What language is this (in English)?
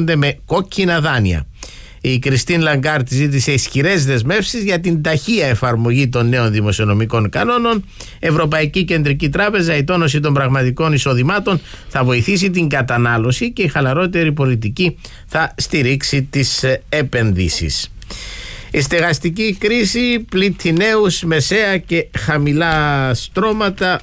Greek